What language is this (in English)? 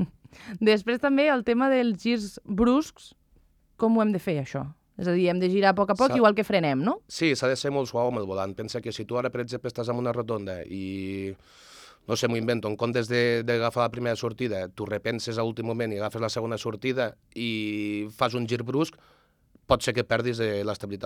Catalan